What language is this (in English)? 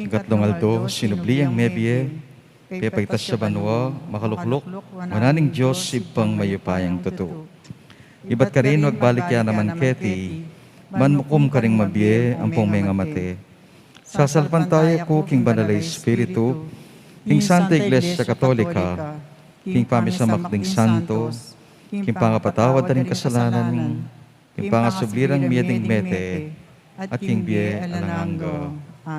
Pampanga